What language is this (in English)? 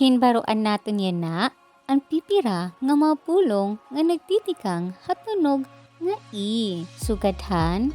Waray